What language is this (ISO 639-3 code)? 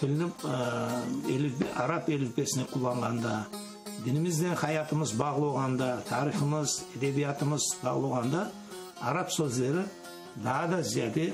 crh